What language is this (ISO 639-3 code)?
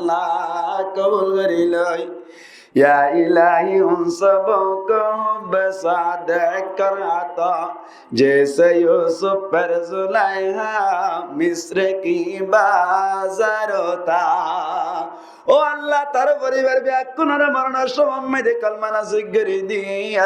rhg